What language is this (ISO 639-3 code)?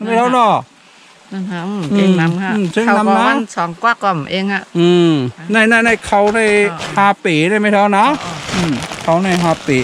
shn